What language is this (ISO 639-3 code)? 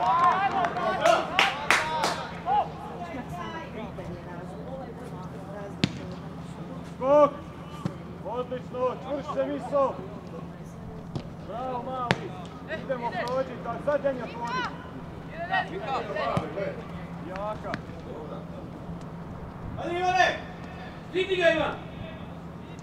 hrv